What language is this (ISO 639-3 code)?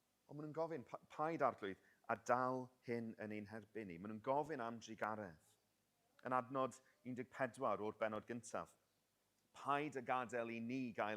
cym